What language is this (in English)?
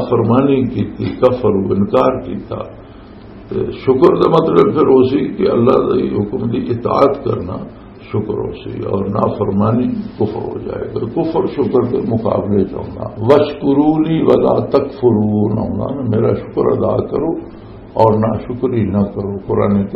Western Panjabi